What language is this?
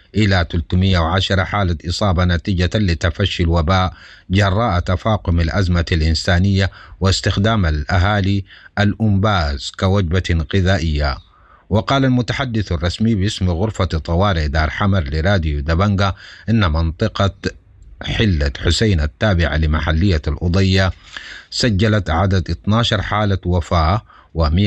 Sudanese Arabic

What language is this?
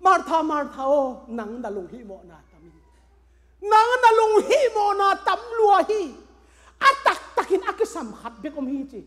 Tedim Chin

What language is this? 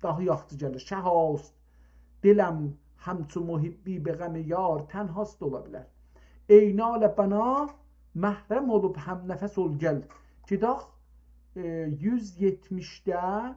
South Azerbaijani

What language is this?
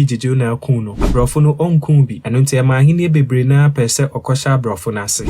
Akan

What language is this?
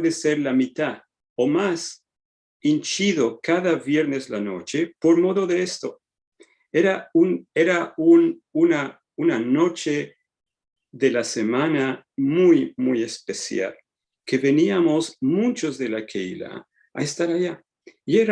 Ladino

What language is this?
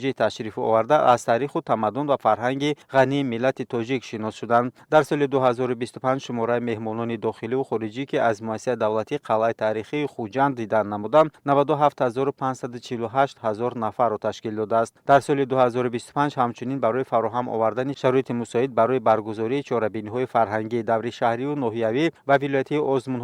Tajik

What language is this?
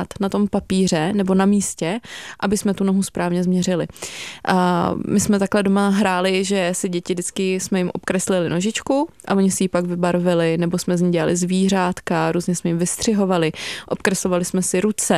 Czech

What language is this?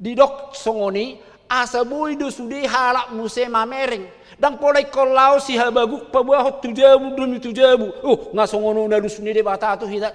Batak Toba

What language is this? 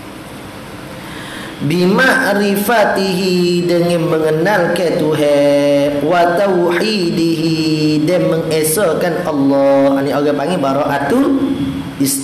Malay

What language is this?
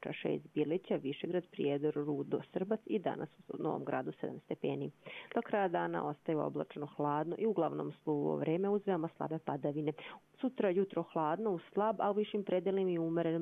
Croatian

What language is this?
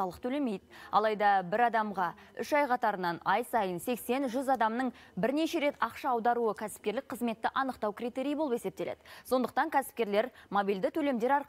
Kazakh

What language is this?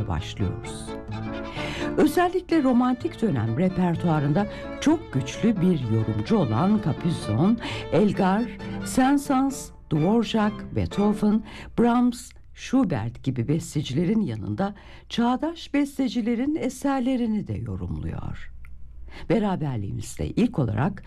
Turkish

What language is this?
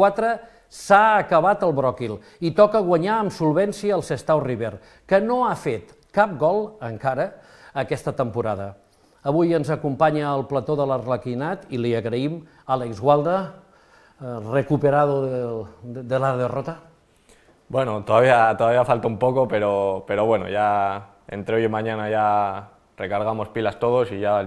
Catalan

